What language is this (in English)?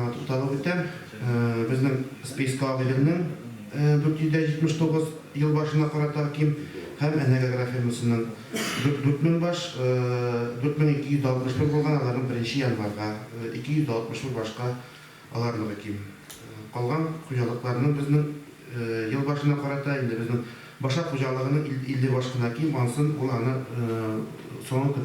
Tatar